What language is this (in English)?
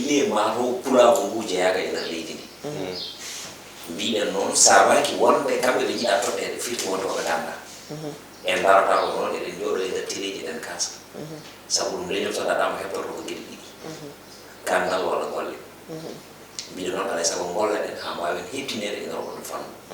Fula